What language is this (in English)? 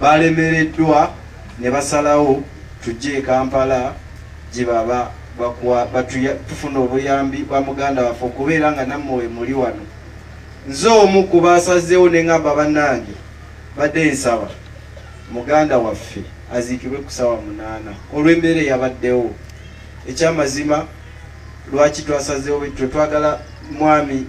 Ganda